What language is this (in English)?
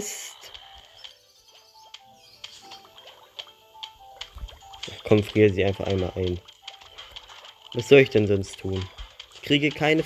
German